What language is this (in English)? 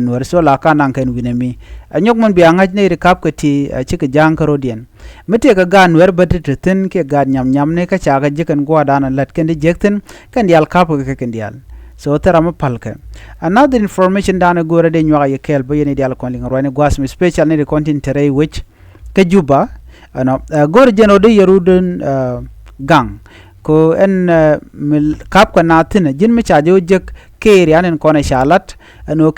Nuer